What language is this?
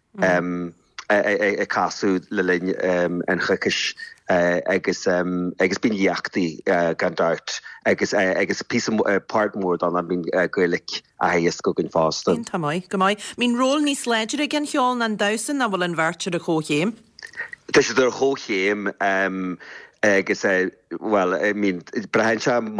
Irish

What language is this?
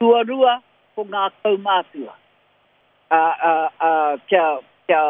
Māori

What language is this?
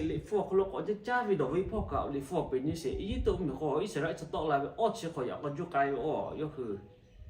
Lahu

